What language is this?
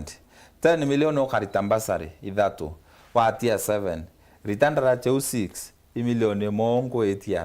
Meru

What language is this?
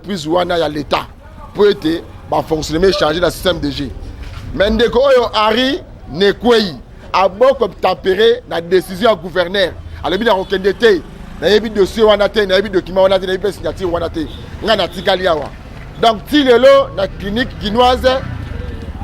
Lingala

